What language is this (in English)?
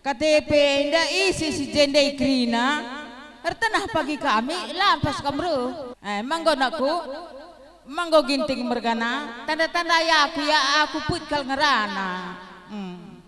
Batak Karo